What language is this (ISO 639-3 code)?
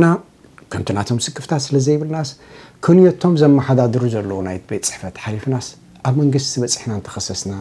tir